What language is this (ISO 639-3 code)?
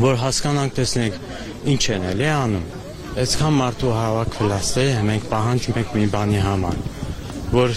hye